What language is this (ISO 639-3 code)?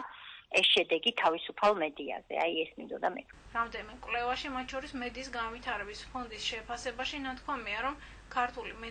kat